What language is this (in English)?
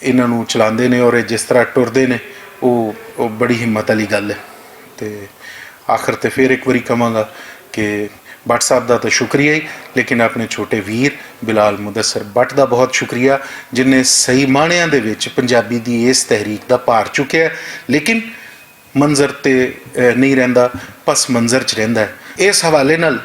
Western Panjabi